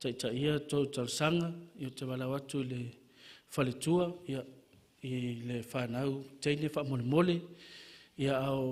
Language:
Samoan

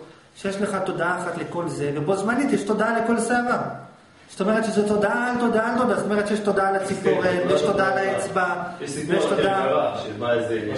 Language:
Hebrew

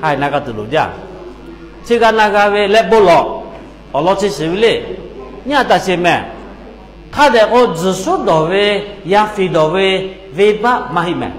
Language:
Lahu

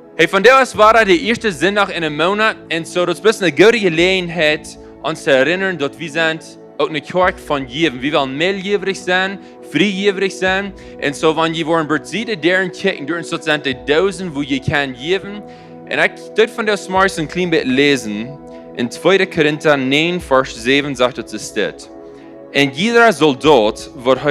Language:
Plautdietsch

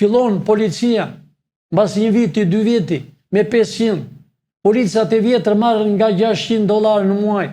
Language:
Albanian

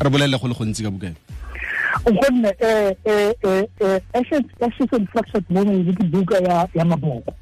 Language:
Tswana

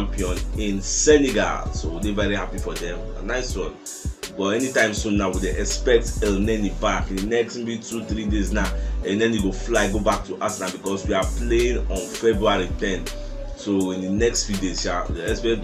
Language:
Nigerian Pidgin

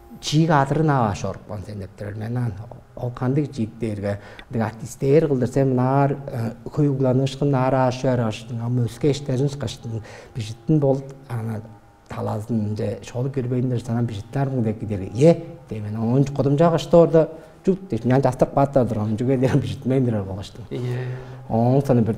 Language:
Tuvinian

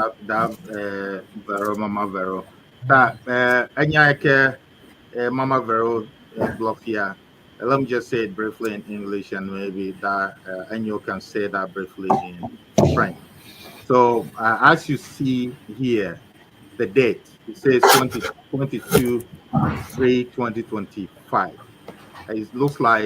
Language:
Ewe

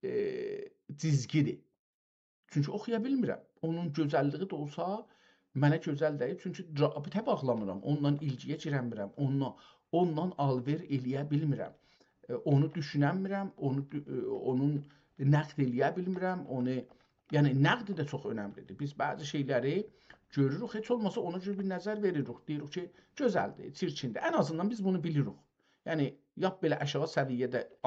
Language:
South Azerbaijani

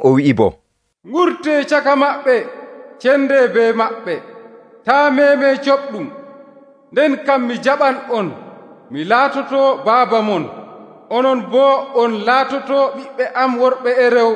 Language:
Nigerian Fulfulde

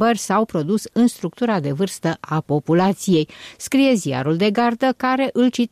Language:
Romanian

